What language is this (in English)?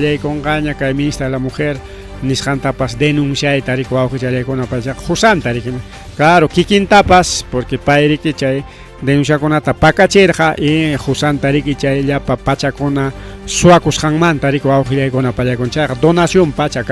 Ayacucho Quechua